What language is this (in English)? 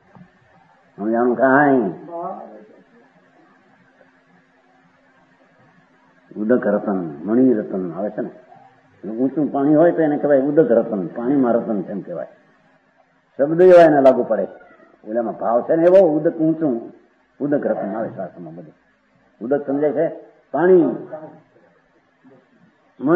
Gujarati